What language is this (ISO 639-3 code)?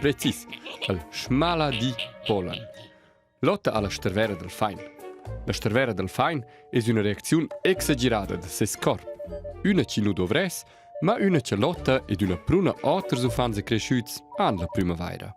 roh